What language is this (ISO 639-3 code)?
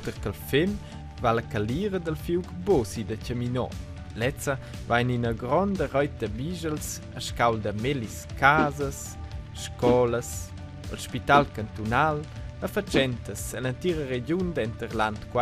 roh